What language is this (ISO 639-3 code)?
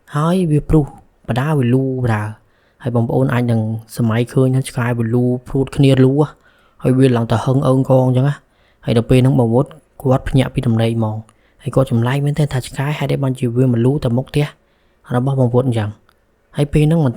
khm